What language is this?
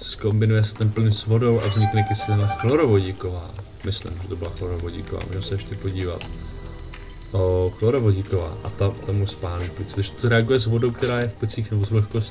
Czech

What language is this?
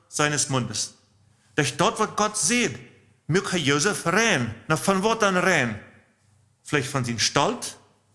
Plautdietsch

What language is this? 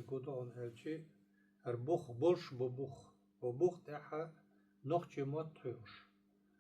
Chechen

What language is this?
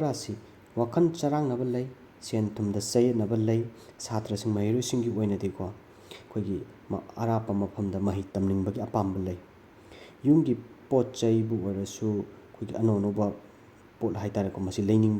Manipuri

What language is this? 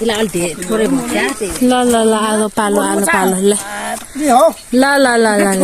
Nepali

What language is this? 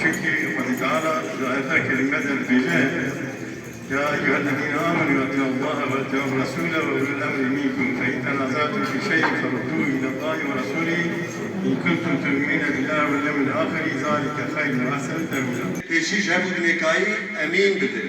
Kurdish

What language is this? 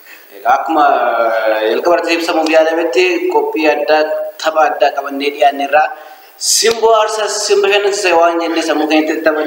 Oromo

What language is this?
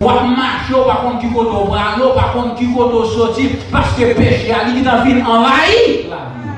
Haitian Creole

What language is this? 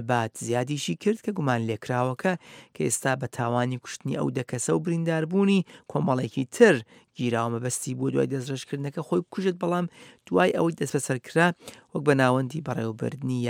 Central Kurdish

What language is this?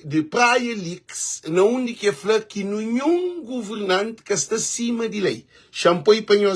Kabuverdianu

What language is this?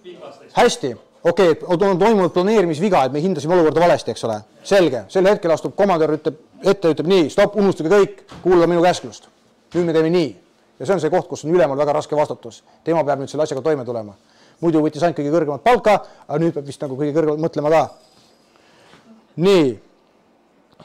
Estonian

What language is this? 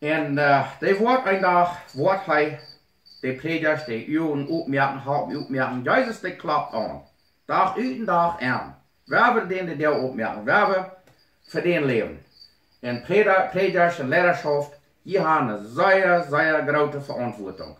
Plautdietsch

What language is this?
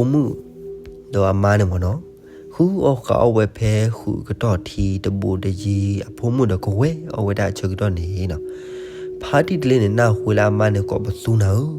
S'gaw Karen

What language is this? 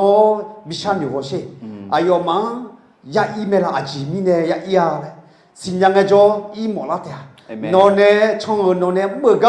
Akha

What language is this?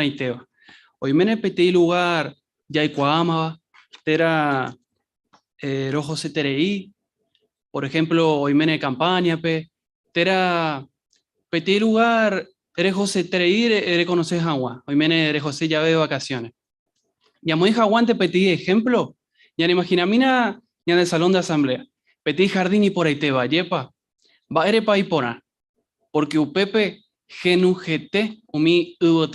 Guarani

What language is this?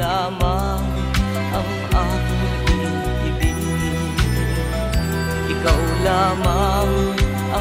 Filipino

